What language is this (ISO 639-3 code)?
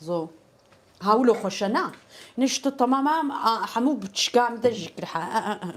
kur